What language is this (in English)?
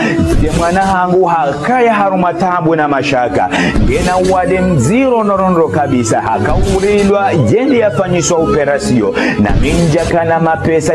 Ngazidja Comorian